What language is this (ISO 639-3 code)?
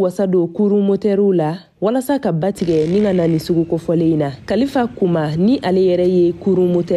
bam